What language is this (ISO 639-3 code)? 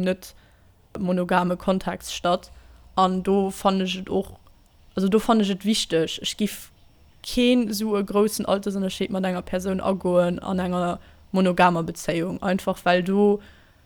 ltz